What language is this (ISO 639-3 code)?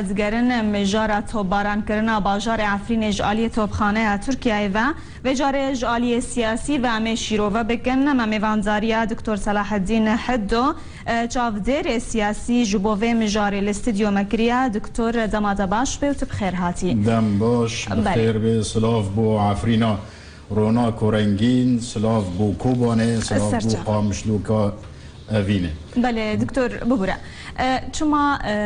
kur